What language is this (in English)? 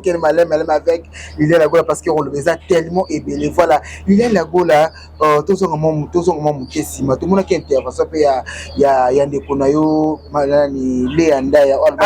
Lingala